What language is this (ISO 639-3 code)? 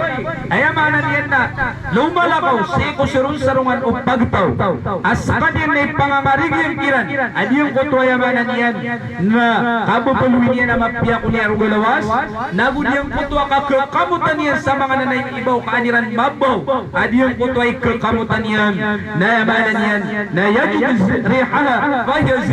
mrw